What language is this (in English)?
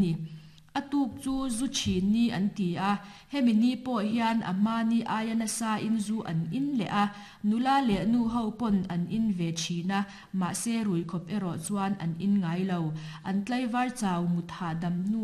Mizo